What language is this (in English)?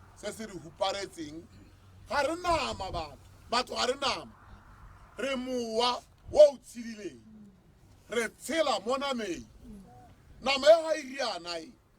Tswana